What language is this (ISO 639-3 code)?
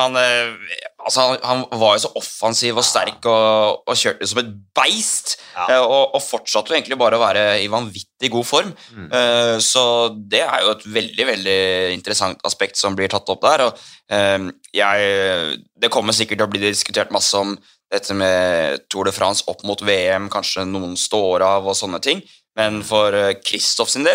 nor